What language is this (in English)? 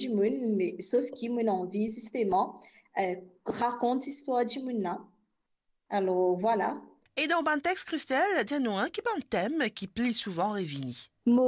Morisyen